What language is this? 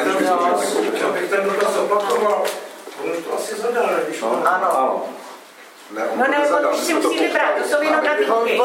Czech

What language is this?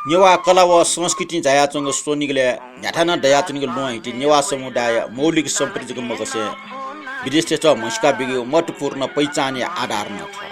Newari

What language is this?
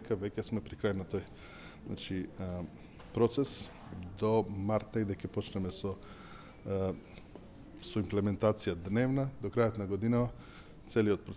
Macedonian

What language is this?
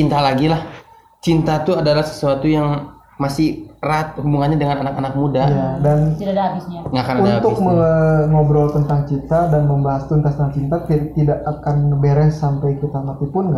Indonesian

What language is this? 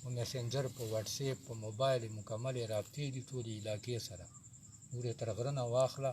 Pashto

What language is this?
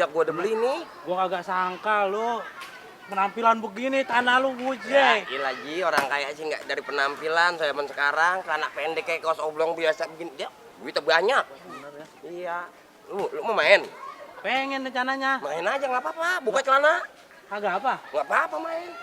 Betawi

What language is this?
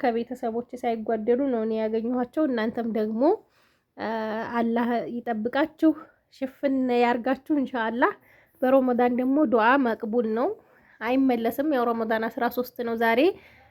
Amharic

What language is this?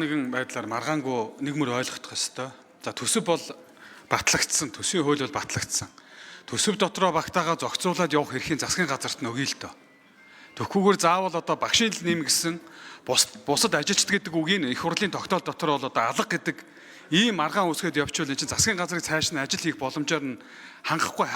Mongolian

